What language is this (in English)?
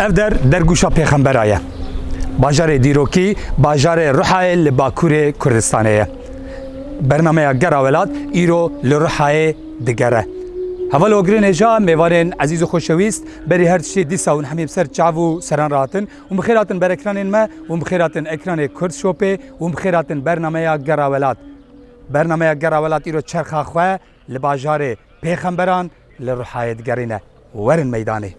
Kurdish